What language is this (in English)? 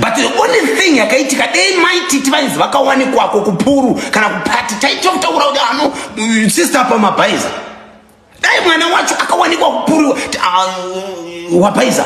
Shona